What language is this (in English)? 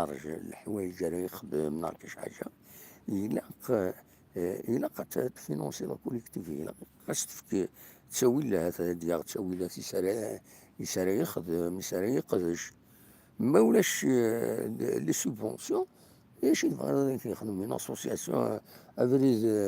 Kabyle